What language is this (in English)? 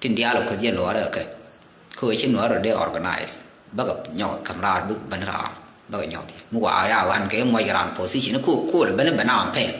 Nuer